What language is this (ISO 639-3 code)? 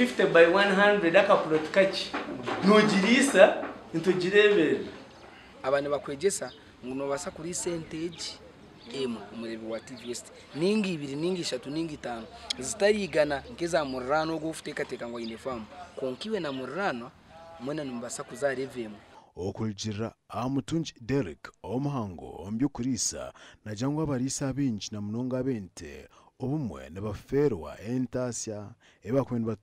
nyn